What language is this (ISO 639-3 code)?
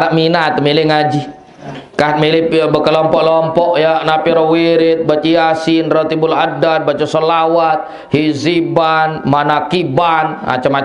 sas